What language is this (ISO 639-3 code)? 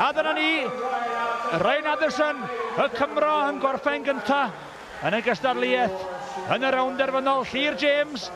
cym